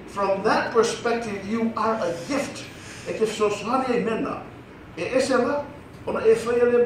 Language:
Samoan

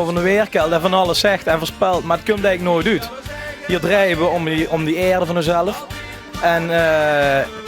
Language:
Limburgish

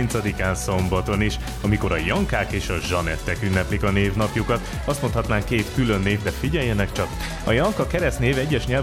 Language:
Hungarian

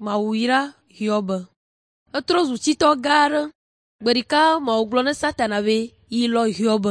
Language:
Ewe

